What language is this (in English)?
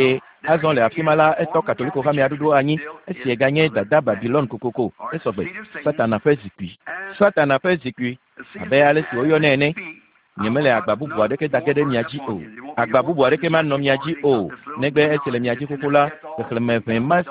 Ewe